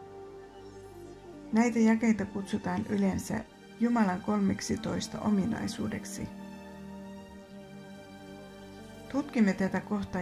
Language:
Finnish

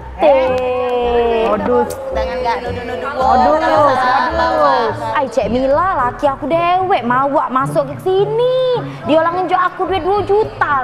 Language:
Musi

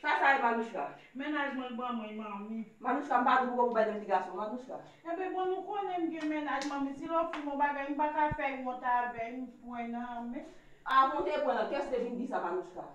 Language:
Haitian Creole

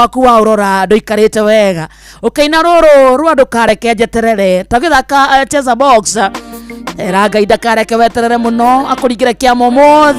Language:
Kikuyu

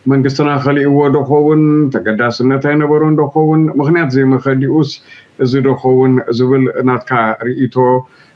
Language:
Tigrinya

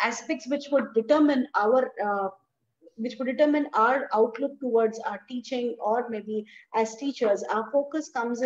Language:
English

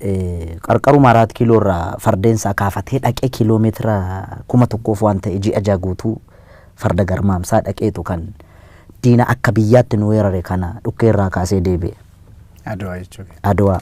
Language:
Oromo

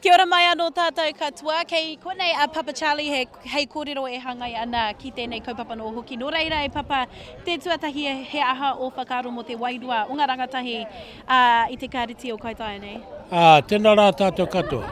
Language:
Māori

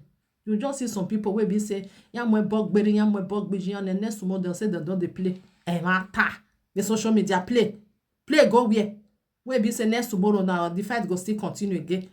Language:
Nigerian Pidgin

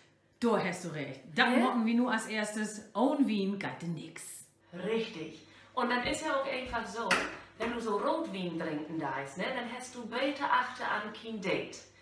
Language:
Low German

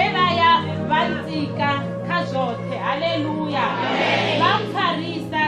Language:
Venda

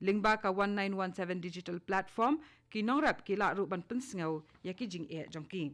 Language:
Khasi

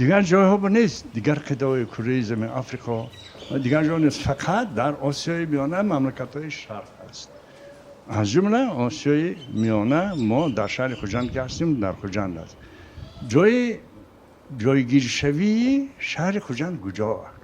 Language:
Tajik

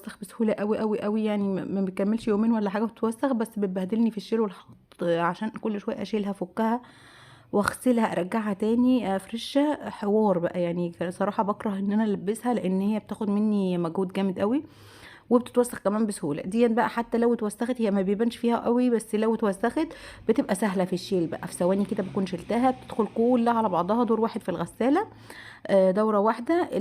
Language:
Egyptian Arabic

